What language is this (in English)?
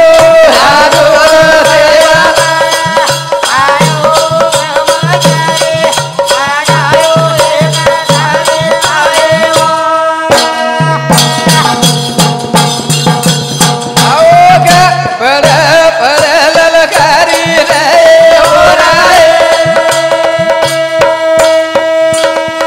Lambadi